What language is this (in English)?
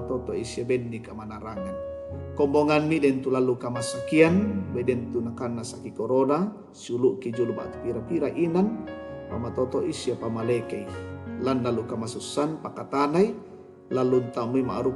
Toraja-Sa'dan